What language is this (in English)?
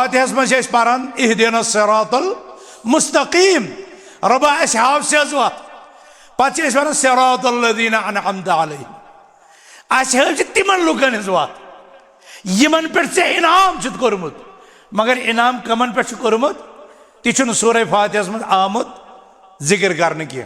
Kashmiri